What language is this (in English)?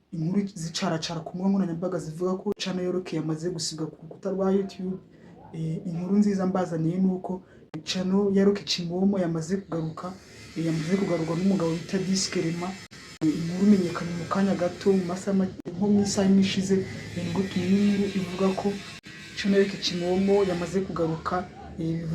Kinyarwanda